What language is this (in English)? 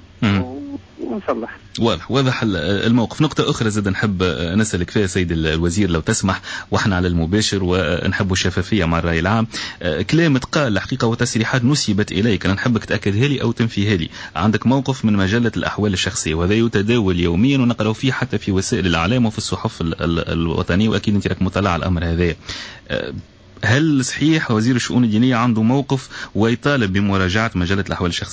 Tunisian Arabic